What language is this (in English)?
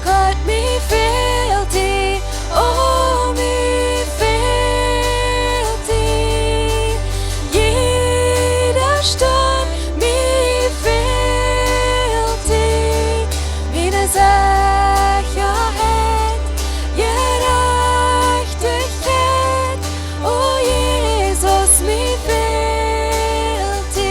Plautdietsch